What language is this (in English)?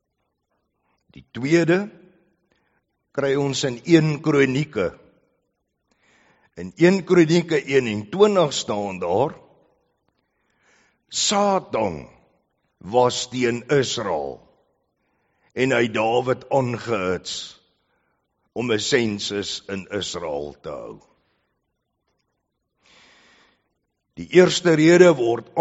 Afrikaans